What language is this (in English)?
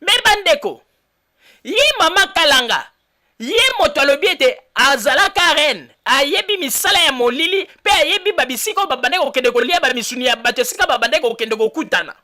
Lingala